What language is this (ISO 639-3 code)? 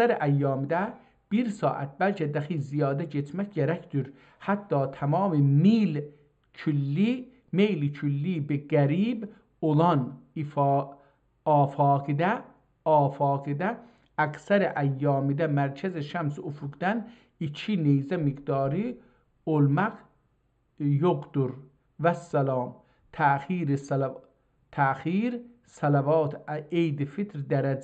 azb